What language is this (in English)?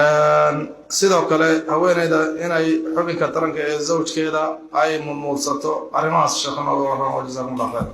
Somali